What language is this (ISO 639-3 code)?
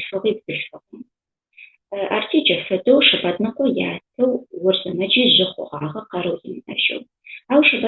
ady